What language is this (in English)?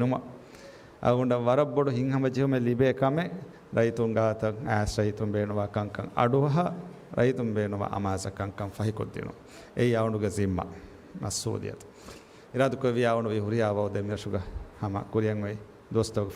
Divehi